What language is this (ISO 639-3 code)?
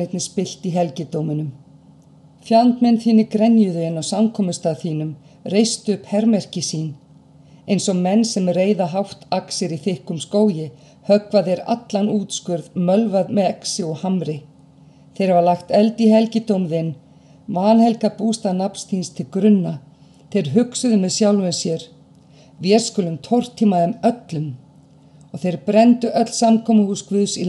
isl